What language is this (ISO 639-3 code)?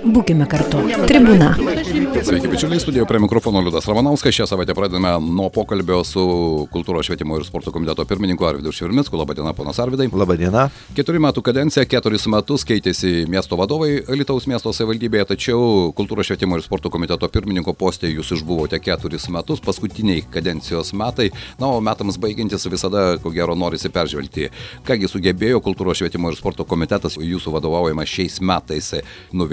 lit